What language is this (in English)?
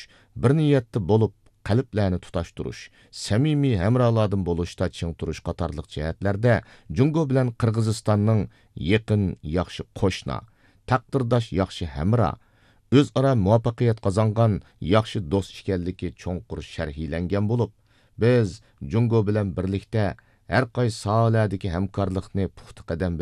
Uyghur